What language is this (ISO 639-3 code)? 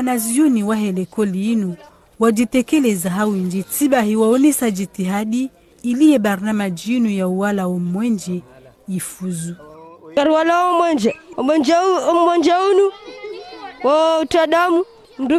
zdj